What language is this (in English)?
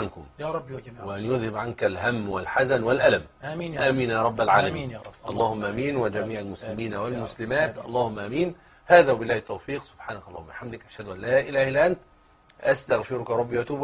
Arabic